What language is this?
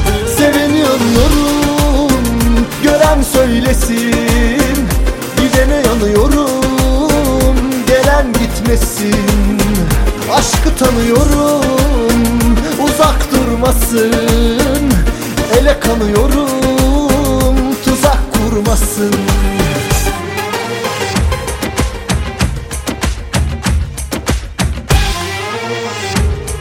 Turkish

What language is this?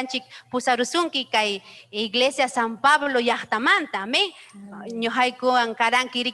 Ayacucho Quechua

